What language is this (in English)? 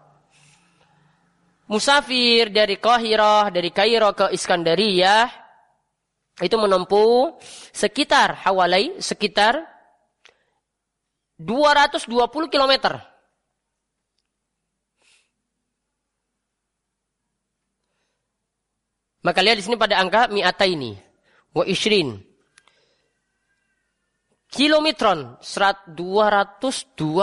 Indonesian